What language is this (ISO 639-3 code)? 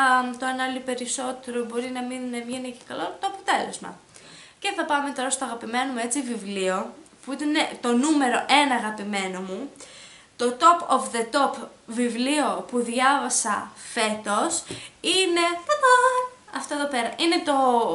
ell